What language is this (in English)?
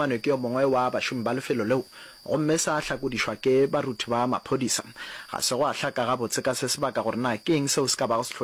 Northern Sotho